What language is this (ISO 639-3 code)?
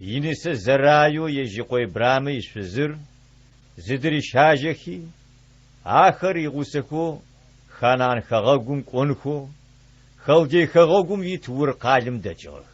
ady